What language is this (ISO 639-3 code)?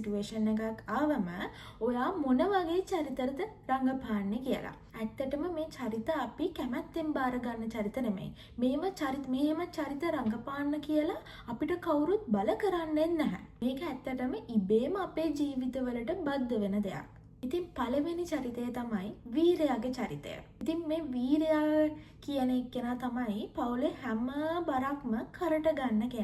sin